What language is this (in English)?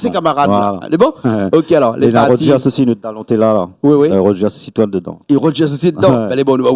Réunion Creole French